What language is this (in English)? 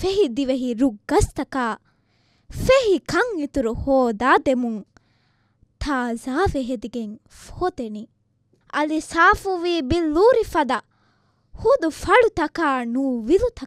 Divehi